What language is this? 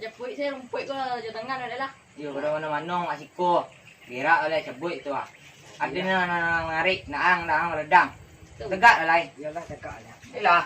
Minangkabau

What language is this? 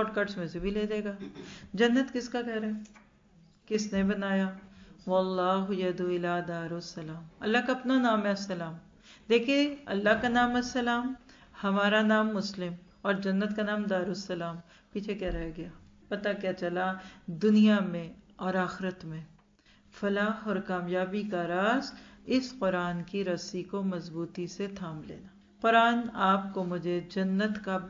Urdu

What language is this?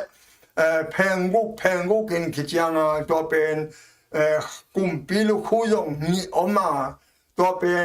Tedim Chin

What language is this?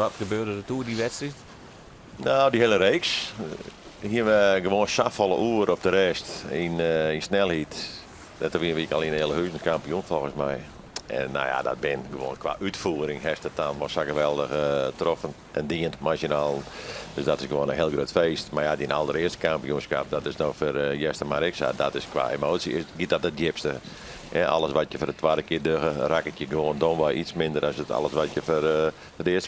Western Frisian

